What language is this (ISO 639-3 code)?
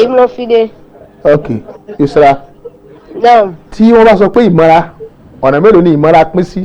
yor